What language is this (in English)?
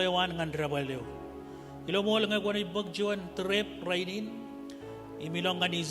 Marshallese